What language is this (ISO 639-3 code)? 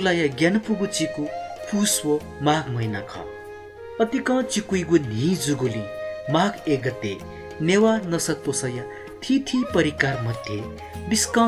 new